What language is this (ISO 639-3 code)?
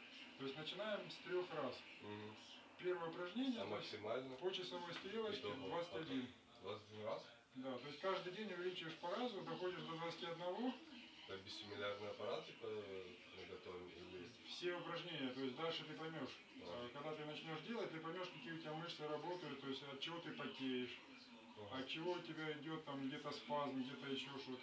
rus